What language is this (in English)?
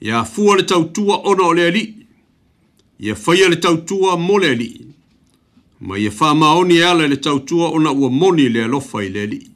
Samoan